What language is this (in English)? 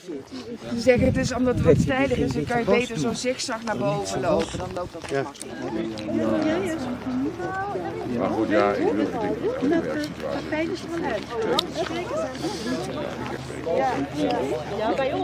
Dutch